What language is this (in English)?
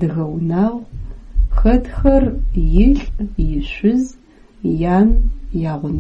Adyghe